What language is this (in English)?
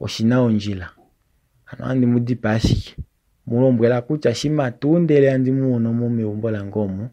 Kuanyama